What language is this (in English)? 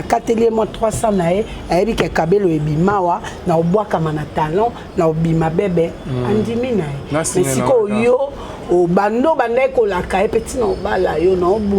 Lingala